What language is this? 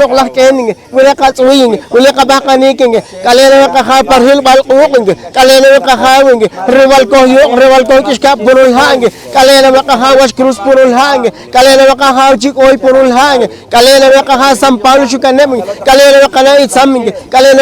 Poqomchi'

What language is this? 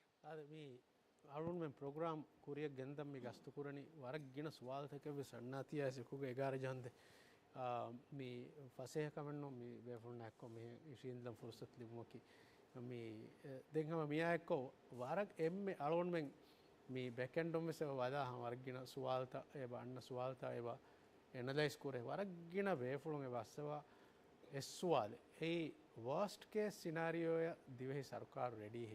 Divehi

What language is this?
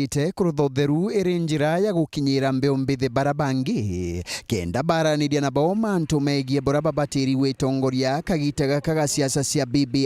Meru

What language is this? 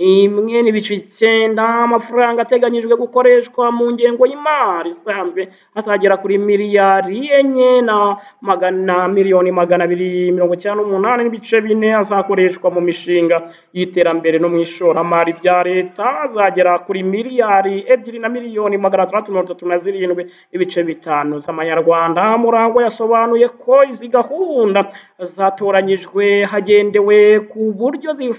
Kinyarwanda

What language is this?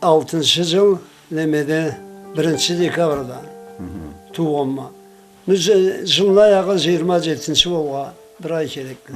Karachay-Balkar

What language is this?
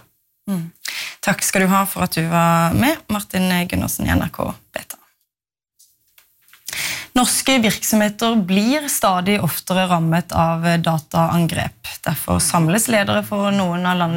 Norwegian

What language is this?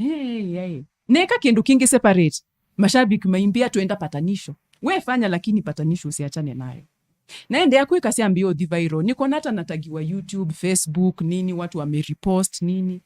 Kamba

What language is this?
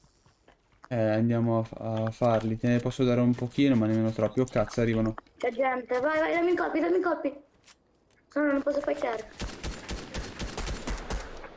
Italian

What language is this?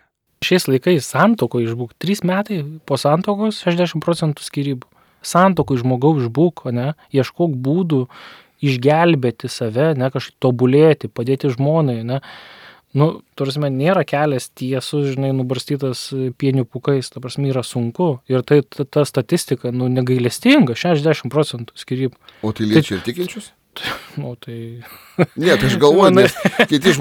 Lithuanian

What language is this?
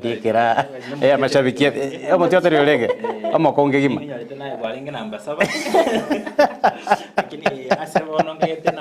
Gusii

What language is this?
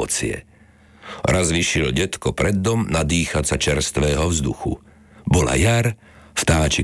Slovak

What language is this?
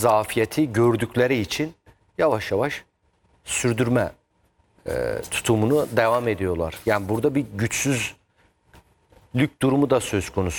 Turkish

